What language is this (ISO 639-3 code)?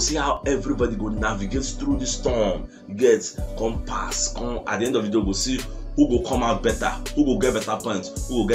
pcm